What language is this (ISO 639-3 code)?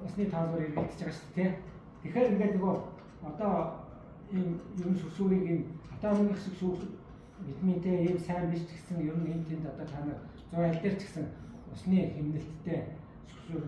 mon